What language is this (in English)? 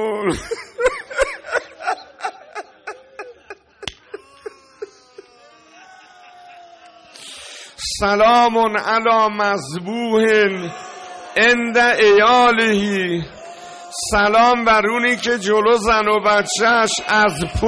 Persian